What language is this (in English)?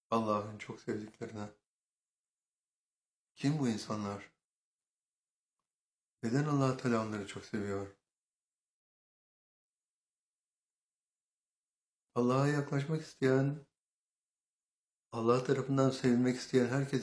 Turkish